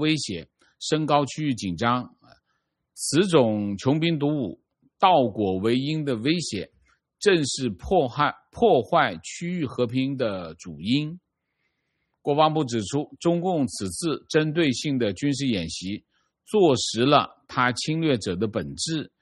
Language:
Chinese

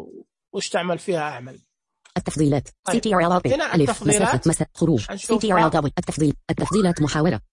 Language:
Najdi Arabic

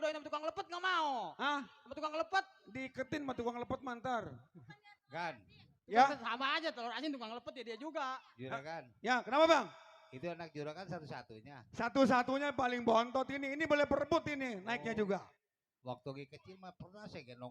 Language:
Betawi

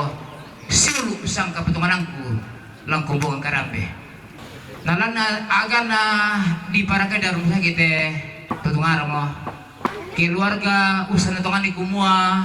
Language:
Toraja-Sa'dan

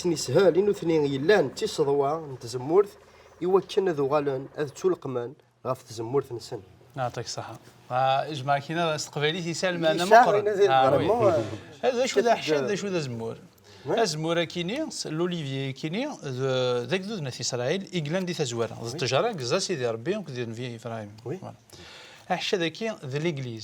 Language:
Kabyle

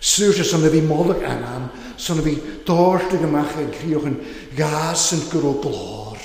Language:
Welsh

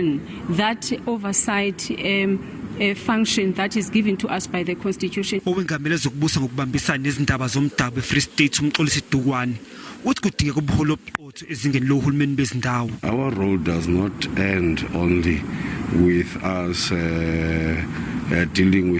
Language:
Zulu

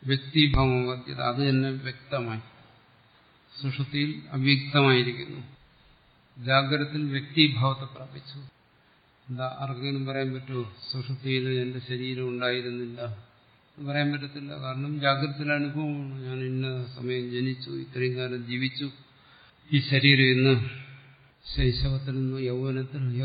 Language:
Malayalam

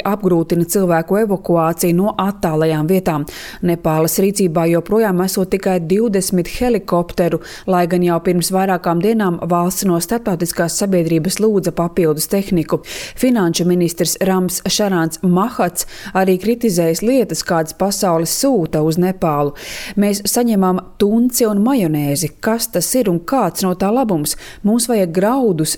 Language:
Latvian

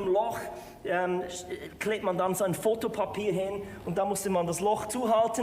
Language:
Swiss German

